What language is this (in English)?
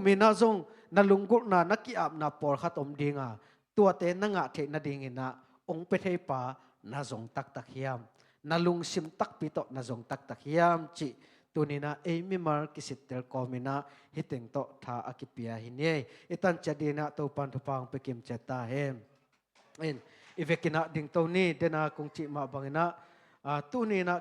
Tedim Chin